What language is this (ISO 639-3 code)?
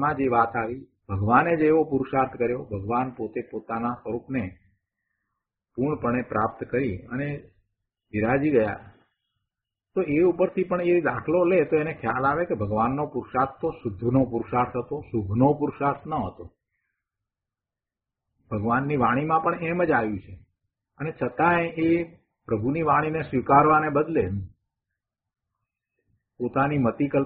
guj